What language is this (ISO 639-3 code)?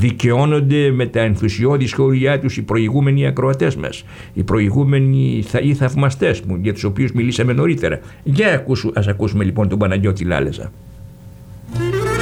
ell